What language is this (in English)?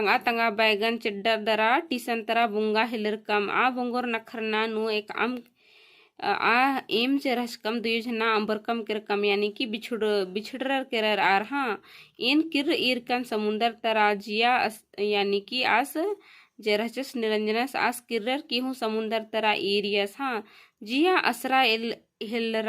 Kurukh